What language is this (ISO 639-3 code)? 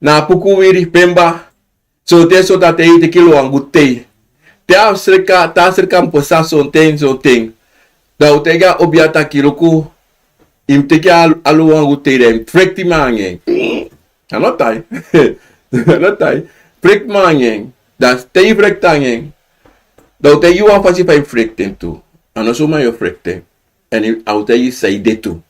srn